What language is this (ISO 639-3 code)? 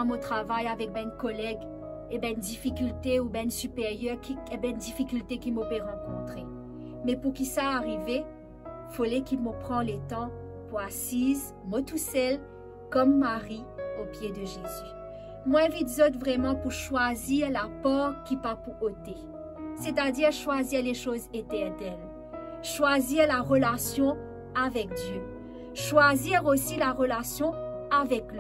mfe